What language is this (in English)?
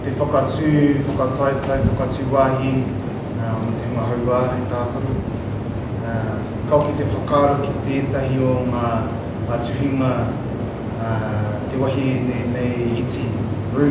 Māori